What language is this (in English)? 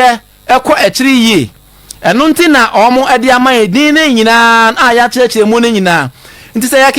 Akan